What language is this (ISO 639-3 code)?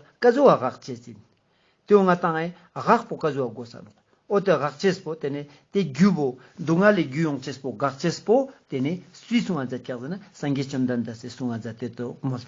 lbj